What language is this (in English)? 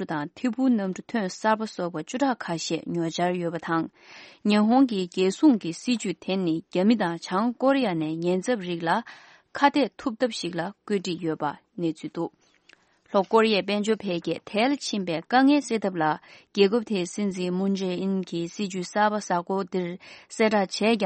Tibetan